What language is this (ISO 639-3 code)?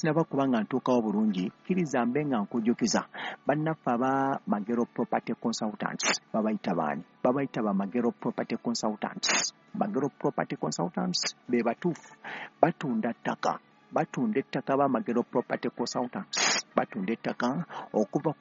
lug